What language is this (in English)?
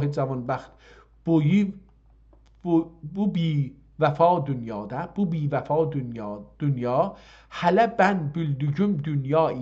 South Azerbaijani